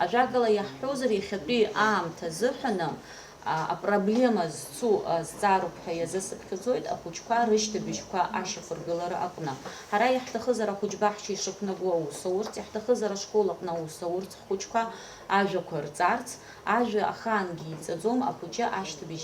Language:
Abkhazian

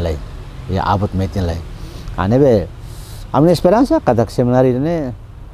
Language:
Tetum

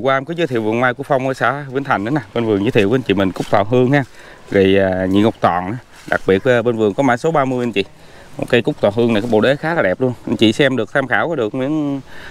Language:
Vietnamese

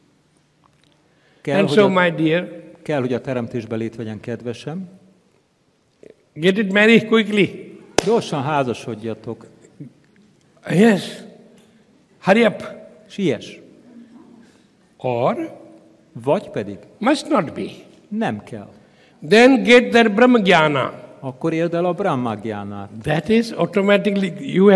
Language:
Hungarian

